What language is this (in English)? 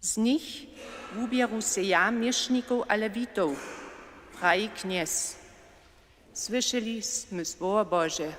Upper Sorbian